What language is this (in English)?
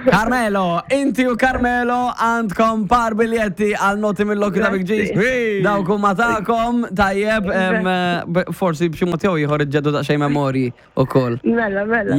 Maltese